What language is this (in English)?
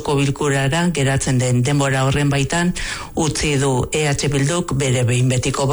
Basque